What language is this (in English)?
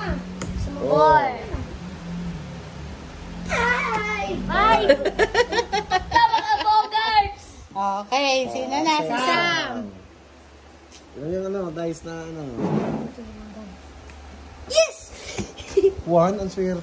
Filipino